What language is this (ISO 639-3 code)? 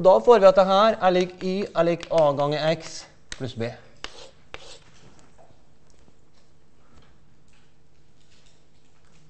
nor